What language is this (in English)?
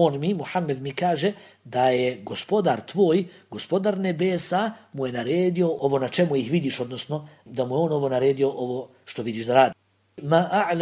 Bosnian